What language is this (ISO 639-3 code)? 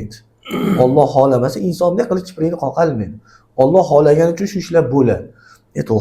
uzb